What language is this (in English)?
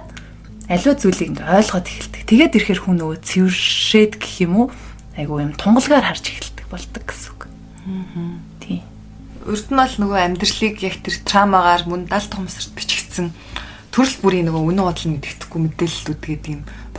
Mongolian